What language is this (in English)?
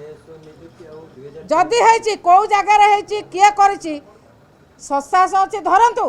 Odia